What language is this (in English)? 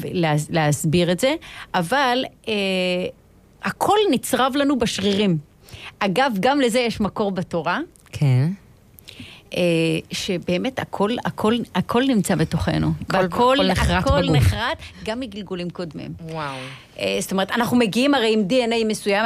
Hebrew